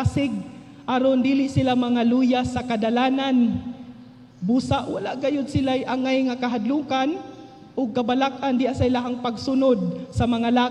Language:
Cebuano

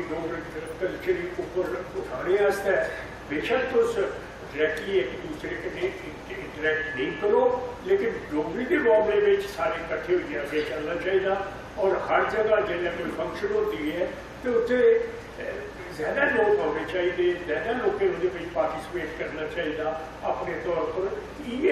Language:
Dogri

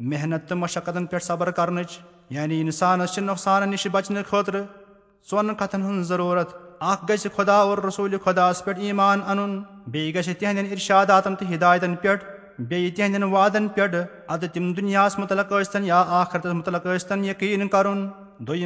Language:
Kashmiri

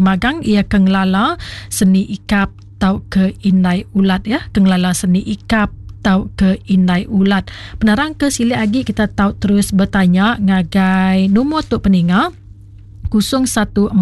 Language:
Iban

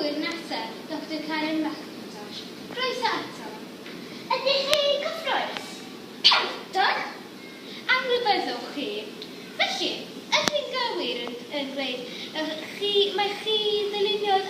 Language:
Welsh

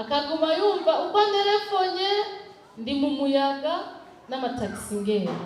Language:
Rundi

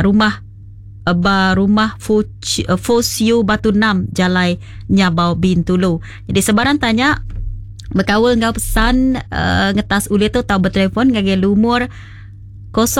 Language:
Iban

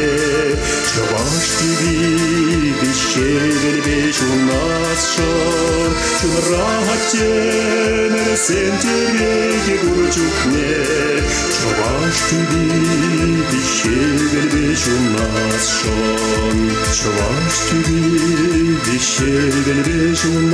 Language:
Chuvash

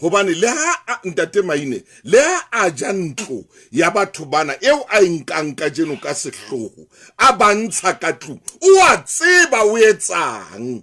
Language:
Southern Sotho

